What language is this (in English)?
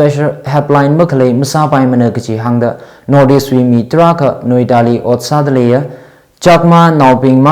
Tangkhul Naga (India)